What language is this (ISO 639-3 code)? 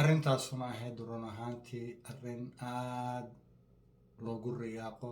som